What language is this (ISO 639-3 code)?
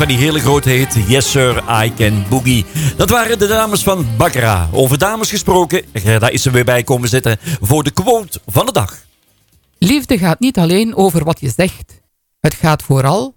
nld